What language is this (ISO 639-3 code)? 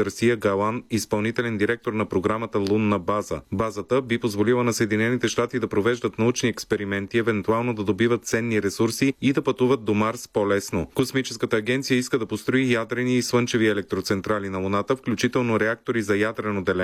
bul